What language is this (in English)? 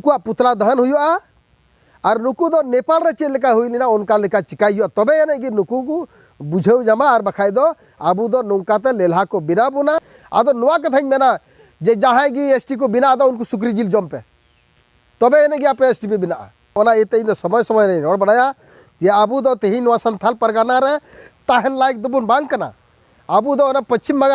Santali